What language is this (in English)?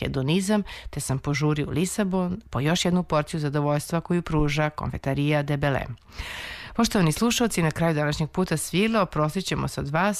Serbian